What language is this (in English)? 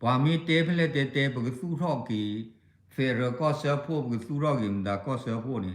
S'gaw Karen